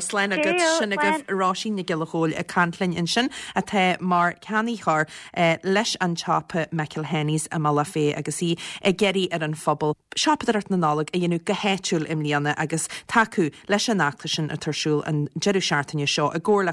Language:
Irish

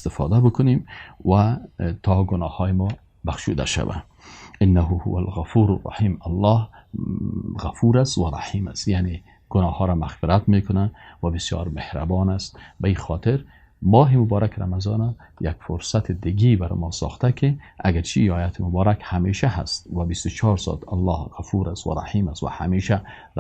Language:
Persian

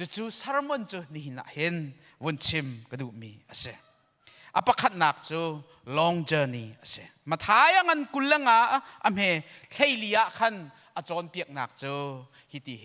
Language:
Hakha Chin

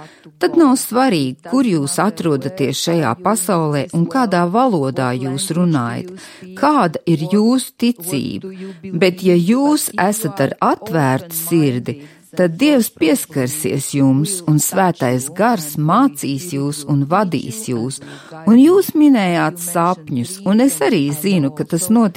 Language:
Latvian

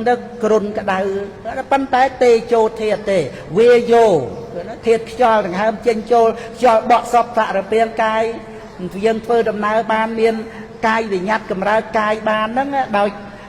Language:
Khmer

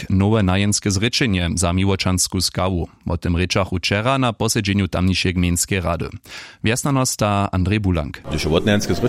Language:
Upper Sorbian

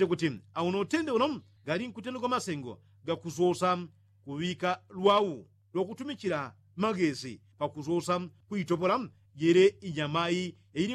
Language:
Yao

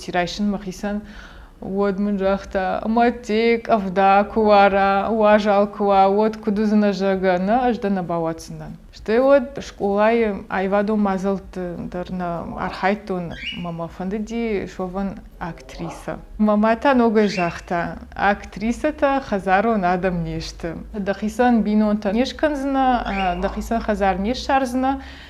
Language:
Ossetic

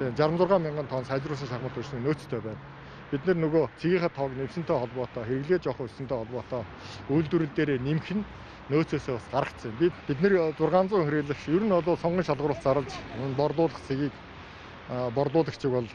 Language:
Mongolian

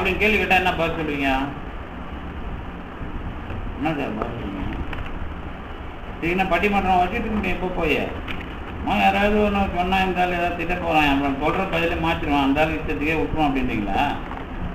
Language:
Tamil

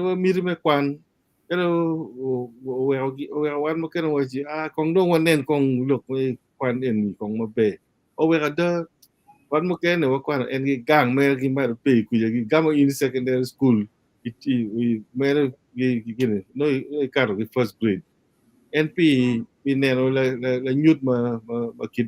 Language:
Acoli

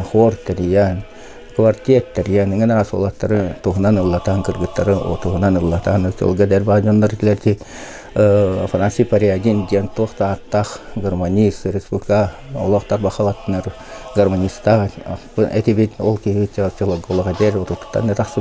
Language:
Yakut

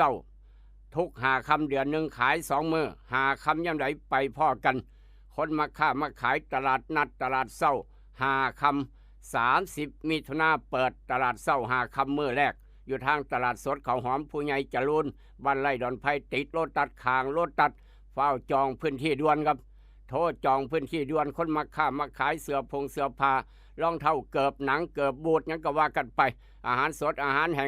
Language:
Northeastern Thai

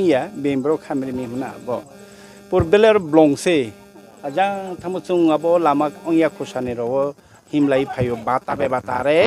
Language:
Riang (India)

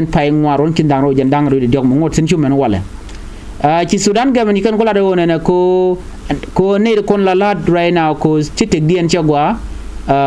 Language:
Nuer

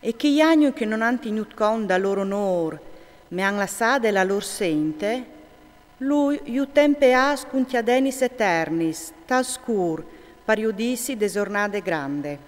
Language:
Friulian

